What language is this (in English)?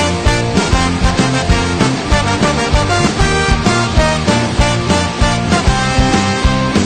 Basque